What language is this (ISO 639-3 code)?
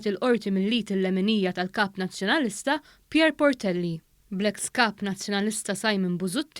mlt